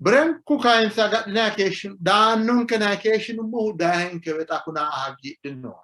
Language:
Sidamo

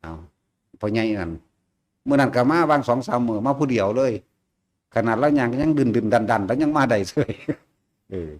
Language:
Northeastern Thai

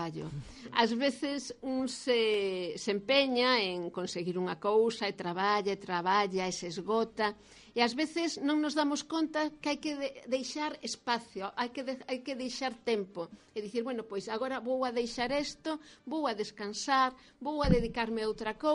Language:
Galician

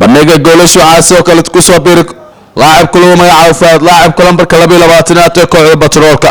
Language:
Somali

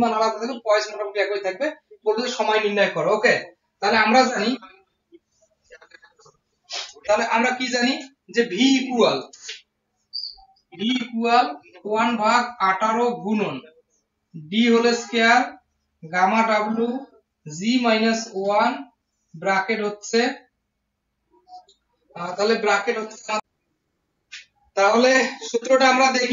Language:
Bangla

